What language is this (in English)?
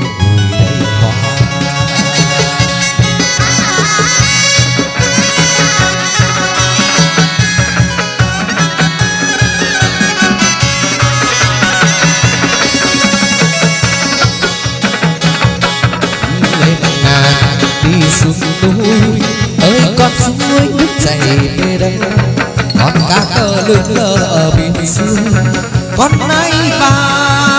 Vietnamese